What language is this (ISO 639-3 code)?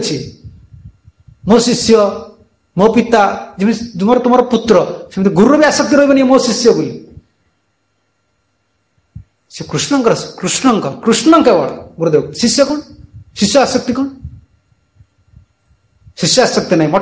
ori